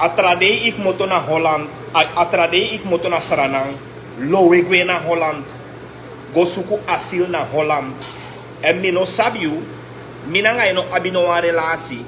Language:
Sranan Tongo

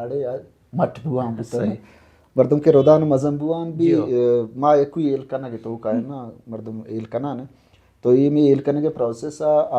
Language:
Baluchi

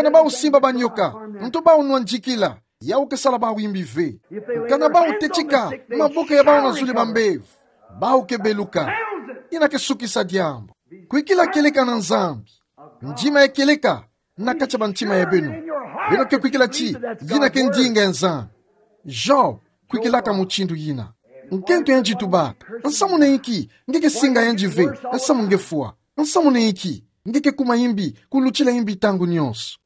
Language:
Kituba (Democratic Republic of Congo)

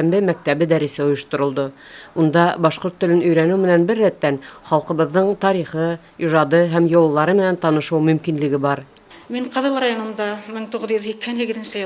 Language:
Bashkir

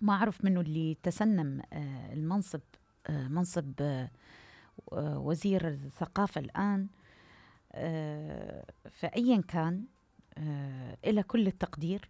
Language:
Mesopotamian Arabic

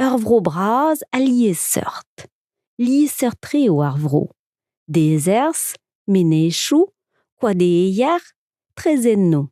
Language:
Breton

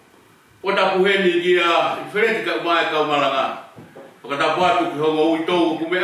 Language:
Tongan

